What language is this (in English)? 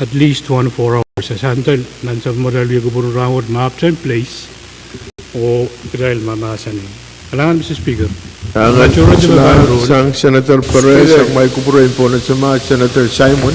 Pohnpeian